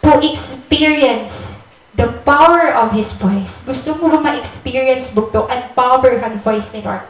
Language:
Waray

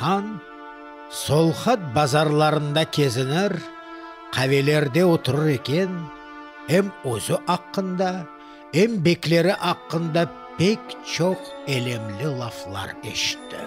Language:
Crimean Tatar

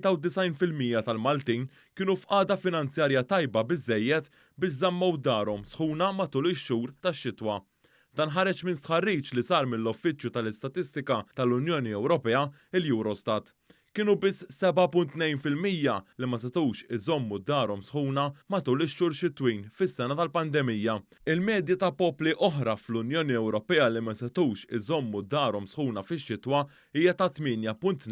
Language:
Maltese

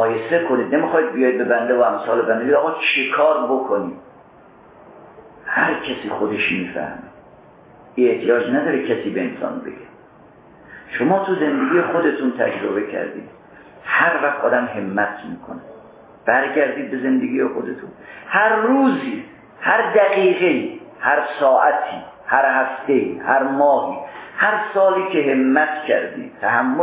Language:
Persian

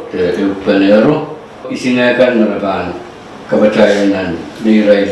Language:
Pohnpeian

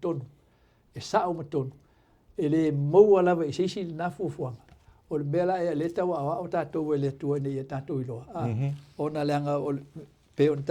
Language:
Samoan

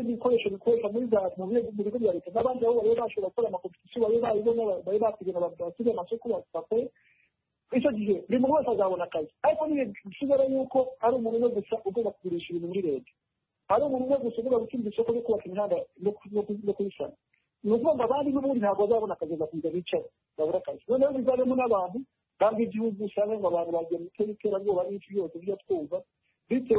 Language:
Kinyarwanda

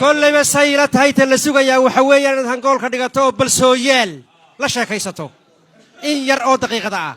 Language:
Somali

